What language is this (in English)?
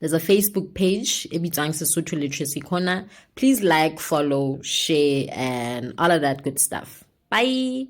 Southern Sotho